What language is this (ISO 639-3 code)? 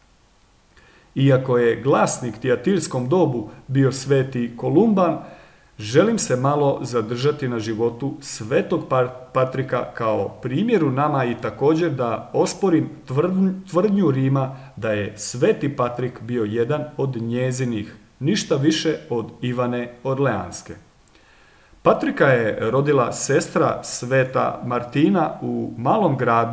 hrv